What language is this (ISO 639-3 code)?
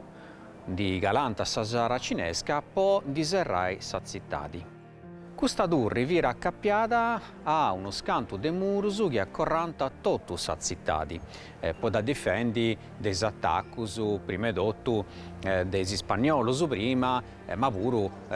srd